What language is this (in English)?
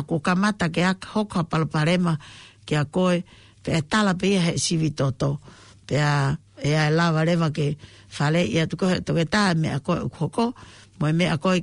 Tongan